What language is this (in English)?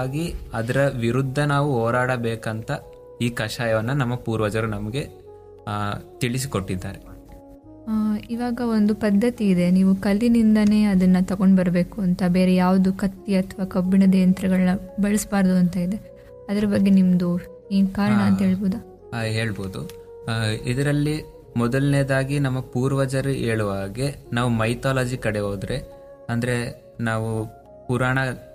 Kannada